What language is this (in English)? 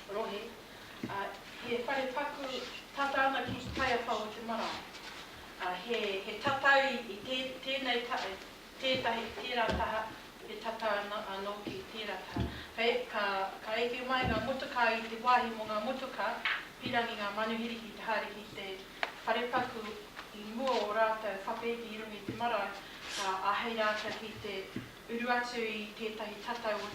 Māori